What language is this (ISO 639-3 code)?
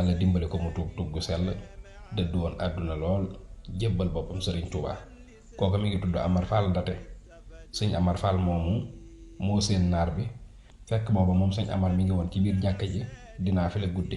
wol